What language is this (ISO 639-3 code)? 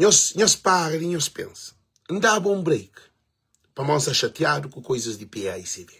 kea